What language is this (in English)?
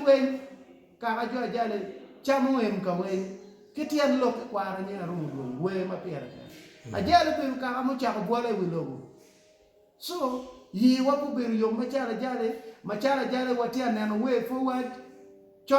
Acoli